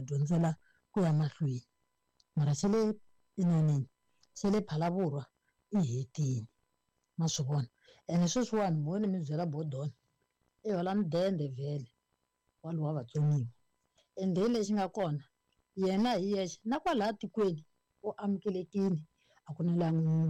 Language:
Tsonga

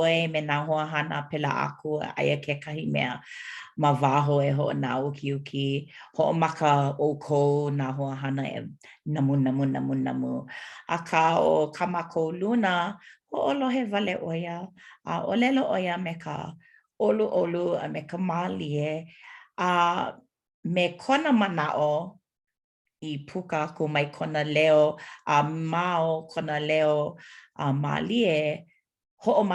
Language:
Hawaiian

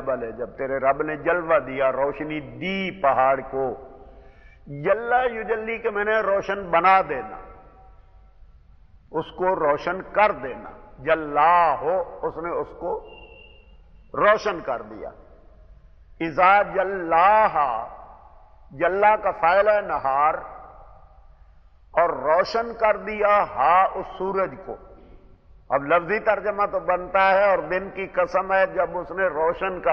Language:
Urdu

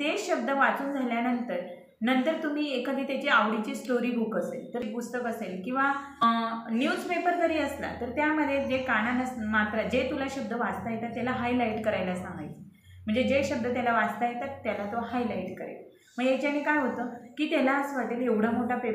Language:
Marathi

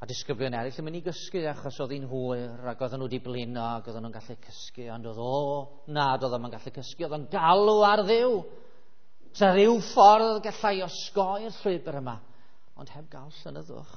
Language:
Welsh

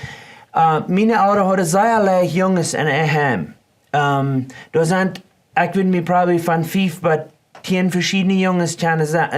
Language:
Plautdietsch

